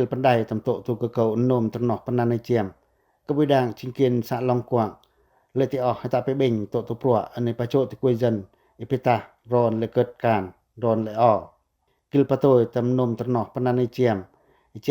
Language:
Pacoh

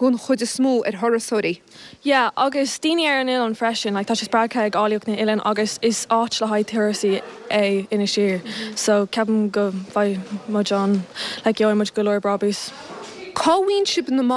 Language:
Irish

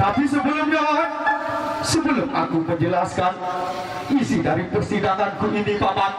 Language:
Sasak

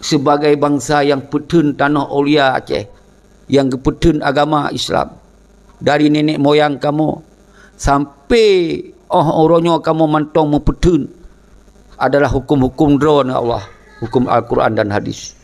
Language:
Achinese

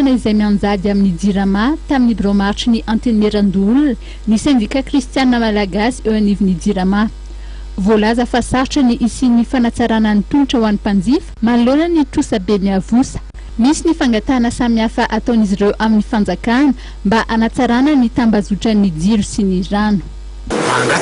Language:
Malagasy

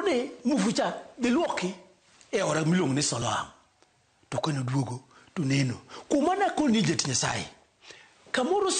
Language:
Luo (Kenya and Tanzania)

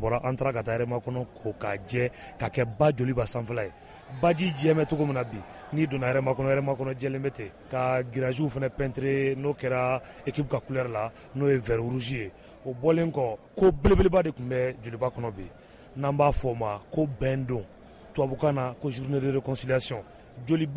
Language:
Bambara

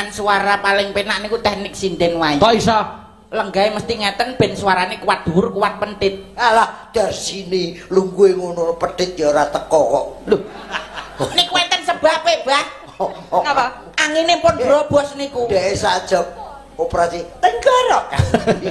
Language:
Javanese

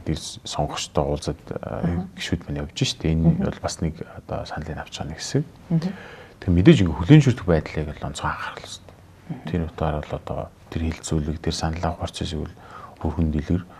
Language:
Mongolian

